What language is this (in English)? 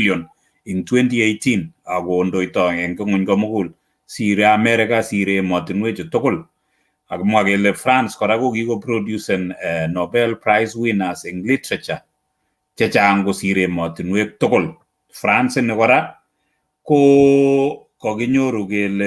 Kalenjin